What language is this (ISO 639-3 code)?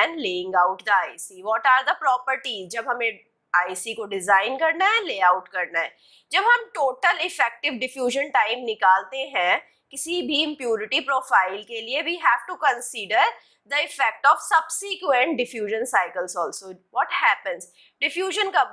hin